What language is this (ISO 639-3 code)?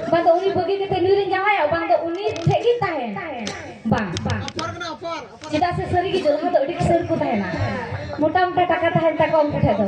sat